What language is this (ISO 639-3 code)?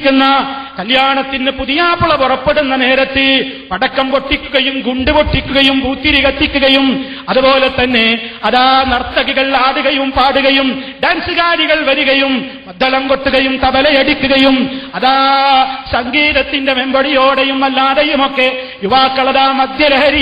mal